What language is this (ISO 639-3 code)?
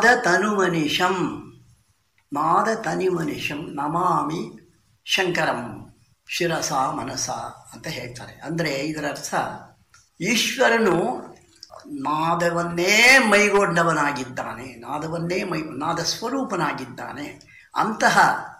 kan